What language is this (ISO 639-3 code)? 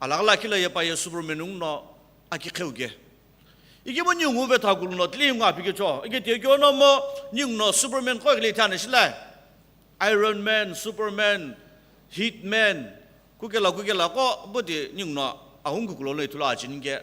nsm